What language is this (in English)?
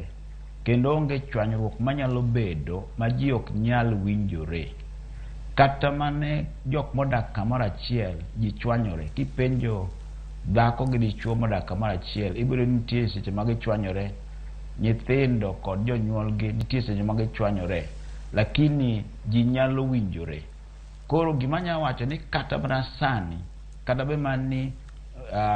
Luo (Kenya and Tanzania)